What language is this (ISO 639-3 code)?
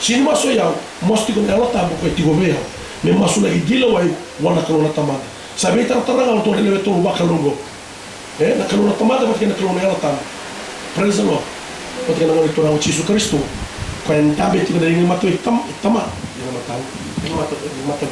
fij